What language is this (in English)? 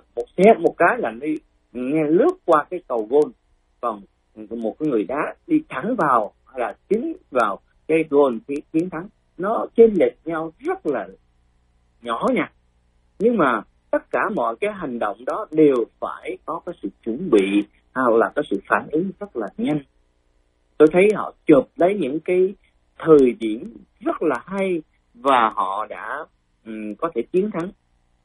Vietnamese